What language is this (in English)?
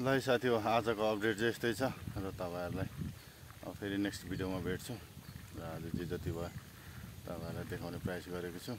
Nepali